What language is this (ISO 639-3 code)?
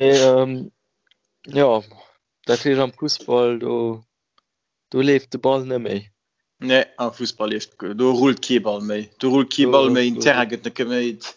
ltz